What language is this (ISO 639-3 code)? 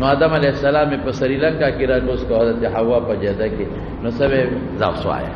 pus